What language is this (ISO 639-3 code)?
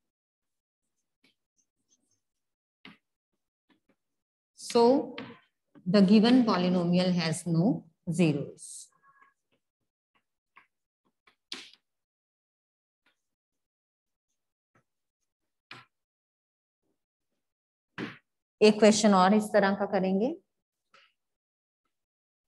hin